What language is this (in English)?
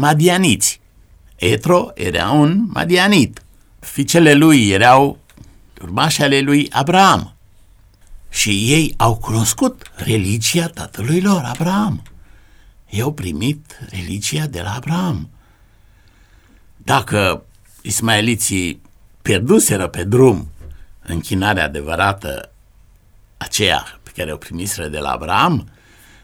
Romanian